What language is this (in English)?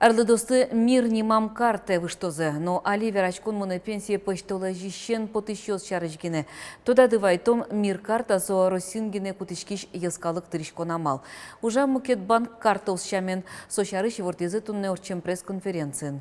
Udmurt